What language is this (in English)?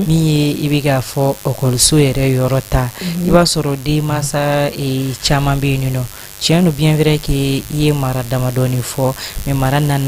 Bambara